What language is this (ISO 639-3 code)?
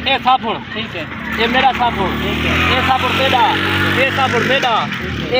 skr